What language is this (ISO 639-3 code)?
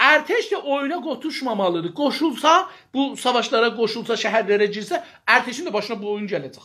azb